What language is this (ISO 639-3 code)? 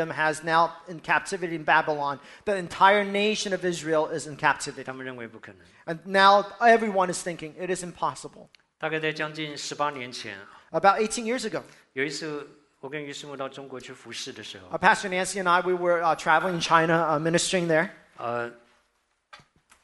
zho